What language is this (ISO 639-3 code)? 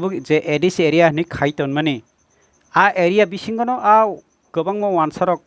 trp